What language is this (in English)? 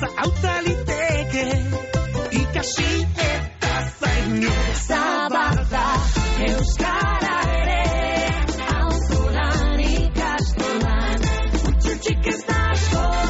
Basque